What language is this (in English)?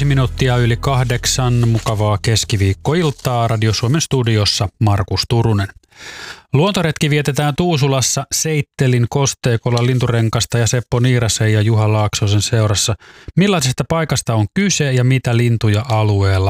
Finnish